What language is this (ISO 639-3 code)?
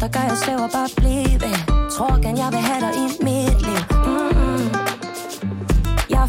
dan